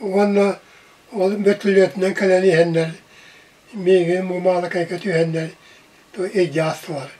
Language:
Yakut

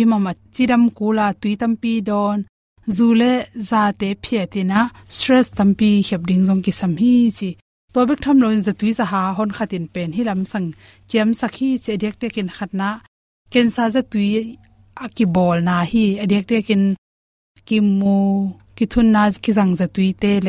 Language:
Tedim Chin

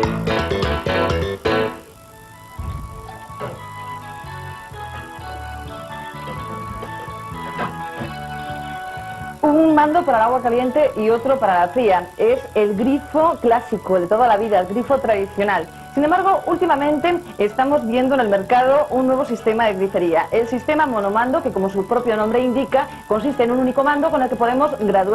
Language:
Spanish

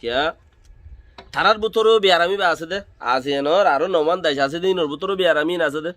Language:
Rohingya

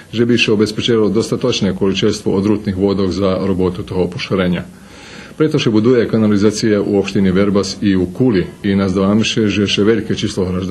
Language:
Rusyn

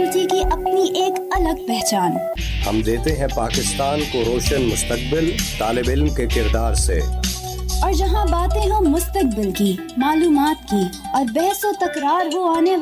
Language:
Urdu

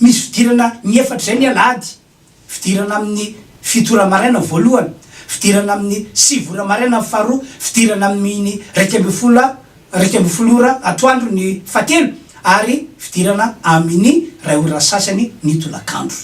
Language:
Malagasy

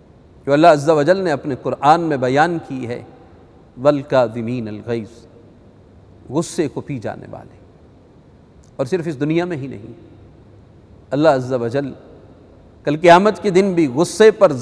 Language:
Urdu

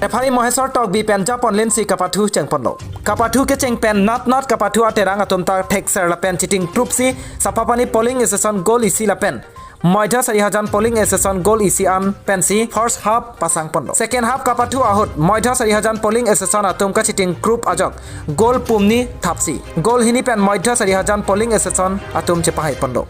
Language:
Karbi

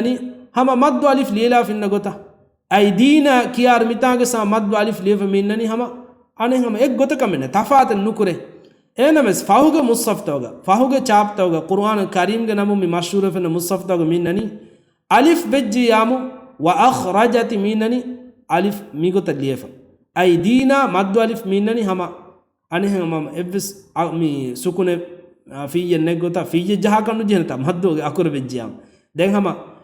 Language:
Divehi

